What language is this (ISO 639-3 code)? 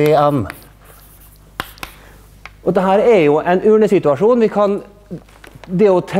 nor